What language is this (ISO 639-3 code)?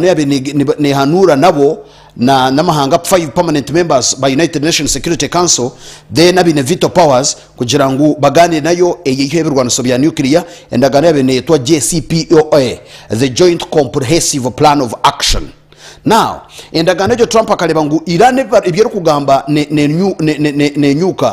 nyn